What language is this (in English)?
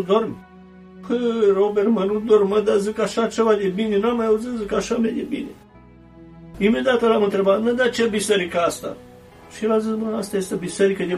Romanian